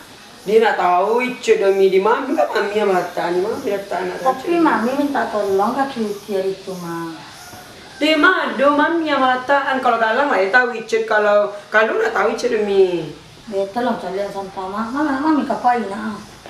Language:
Minangkabau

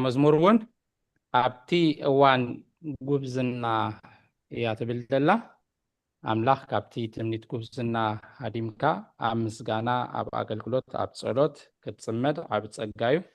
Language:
Tigrinya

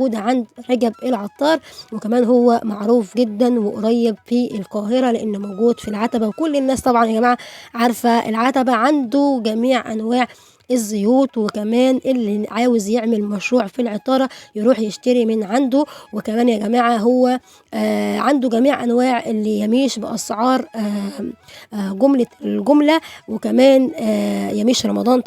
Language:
Egyptian Arabic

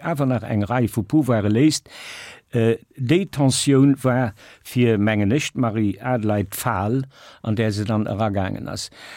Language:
Luxembourgish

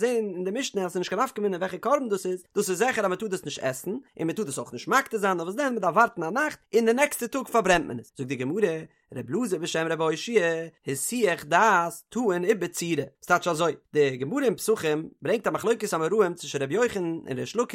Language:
Yiddish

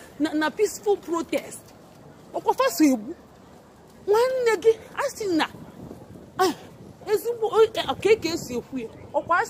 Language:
Igbo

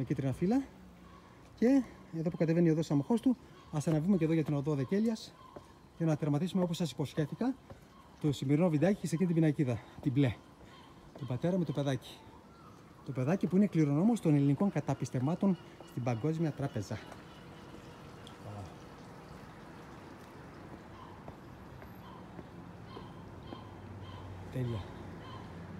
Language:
Greek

